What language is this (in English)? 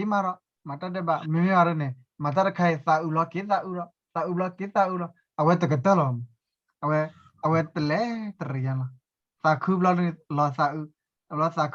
S'gaw Karen